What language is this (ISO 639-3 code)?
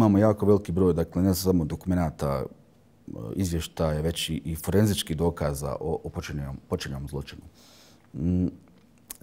bos